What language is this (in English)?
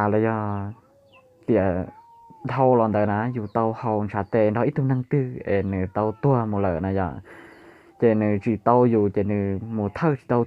Hmong